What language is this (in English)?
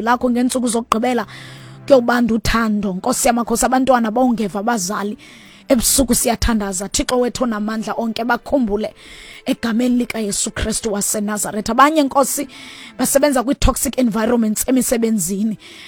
Xhosa